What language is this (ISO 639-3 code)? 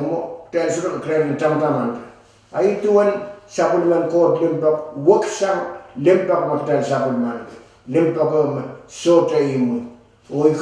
pon